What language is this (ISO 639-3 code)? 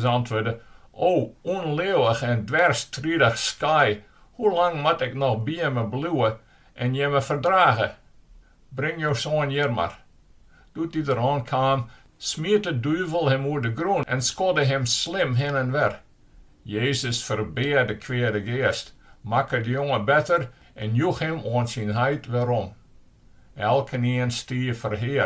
fry